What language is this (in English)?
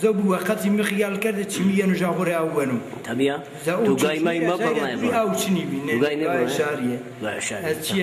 Zaza